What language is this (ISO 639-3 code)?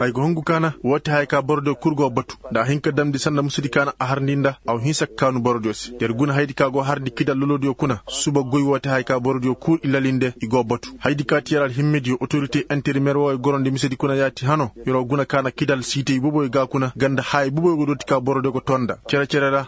ses